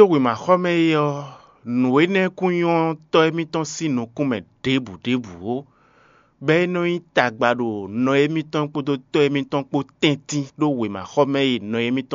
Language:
Fon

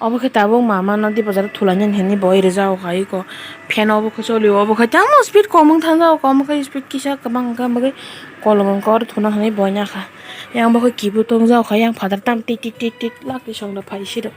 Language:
Kok Borok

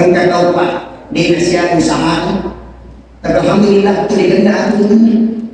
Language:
Buginese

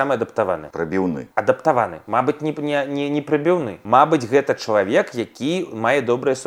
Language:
Belarusian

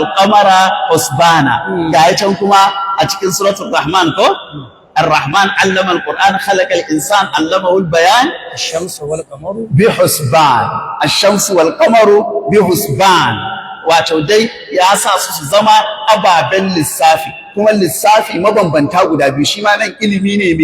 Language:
Hausa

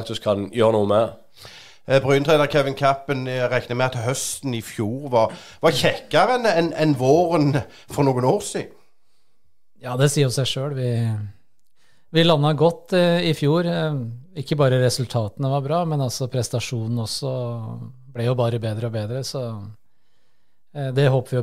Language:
Norwegian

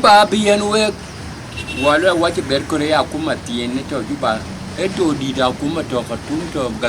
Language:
Dinka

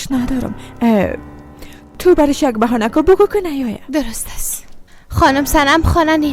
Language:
Persian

